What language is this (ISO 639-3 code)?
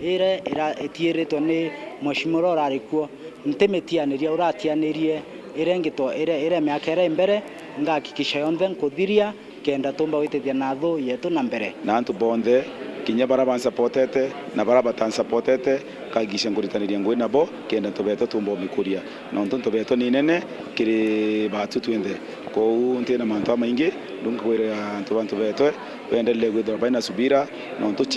mer